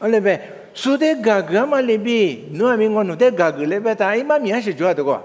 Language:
Lisu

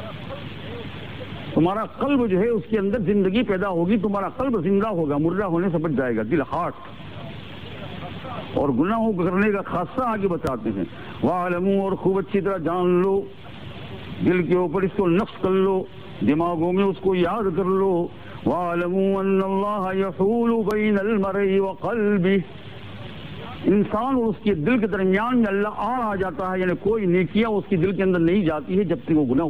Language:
Urdu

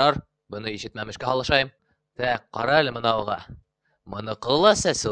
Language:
Bashkir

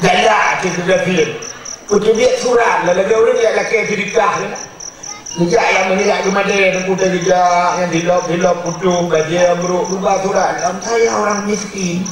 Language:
Achinese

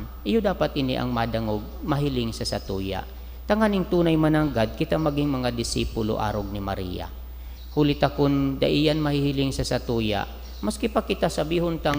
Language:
Bikol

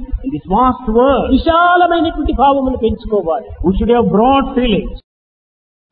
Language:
Telugu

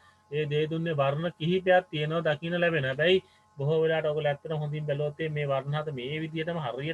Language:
Sinhala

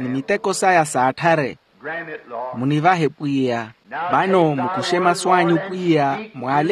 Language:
Makhuwa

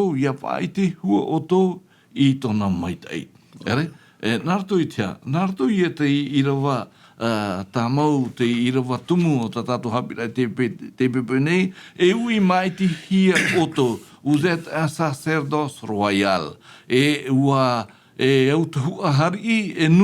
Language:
Tahitian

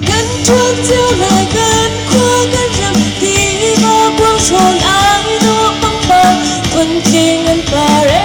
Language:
Hakha Chin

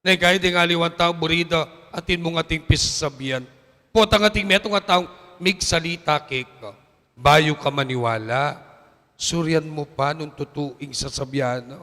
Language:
Pampanga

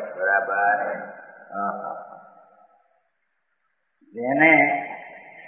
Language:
Gujarati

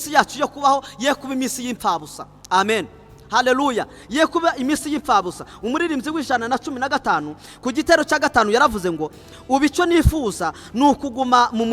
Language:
Kinyarwanda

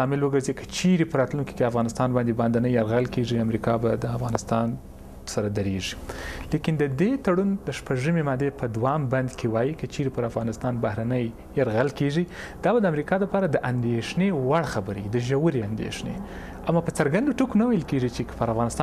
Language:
Pashto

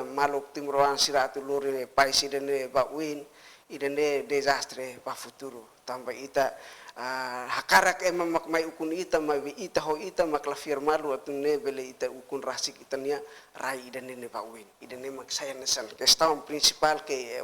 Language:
Tetum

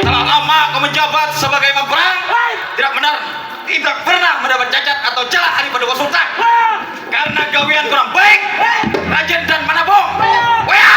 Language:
Banjar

